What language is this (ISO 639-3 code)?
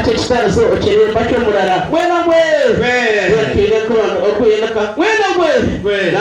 nyn